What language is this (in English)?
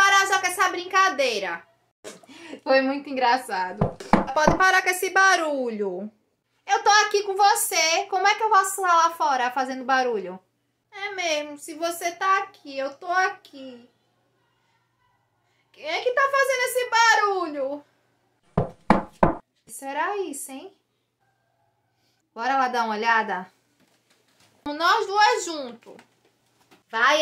Portuguese